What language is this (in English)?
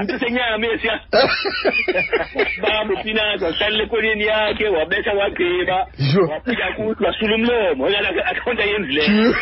Xhosa